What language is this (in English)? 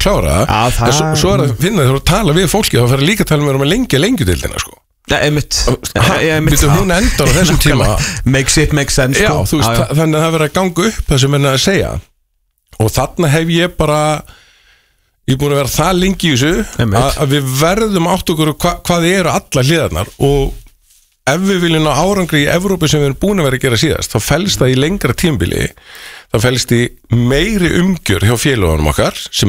Icelandic